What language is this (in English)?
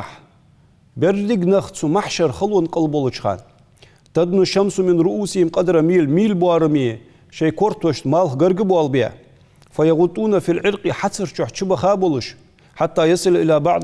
Ingush